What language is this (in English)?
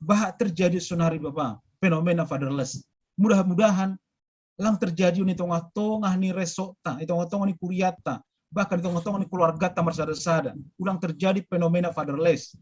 Batak Simalungun